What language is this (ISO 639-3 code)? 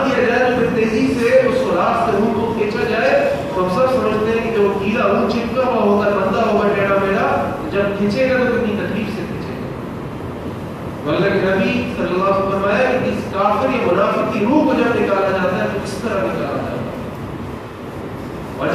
urd